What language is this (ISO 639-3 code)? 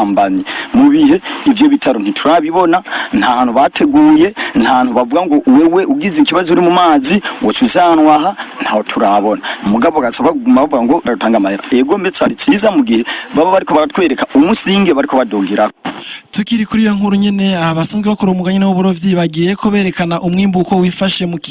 run